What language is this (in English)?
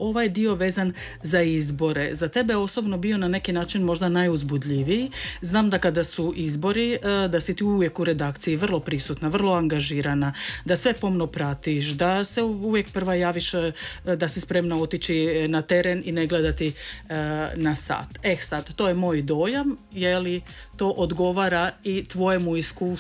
Croatian